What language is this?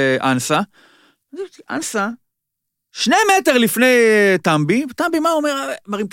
Hebrew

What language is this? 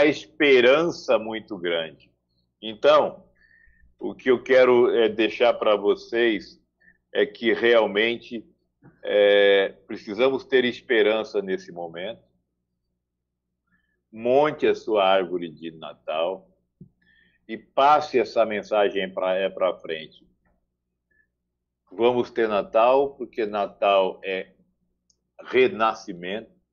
Portuguese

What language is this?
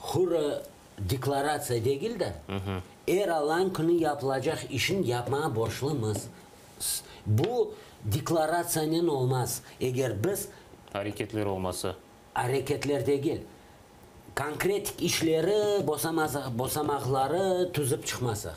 Crimean Tatar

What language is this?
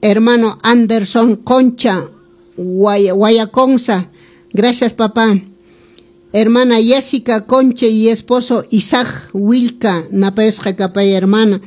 Quechua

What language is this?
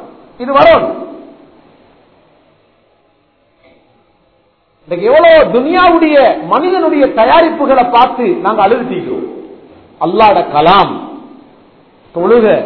Tamil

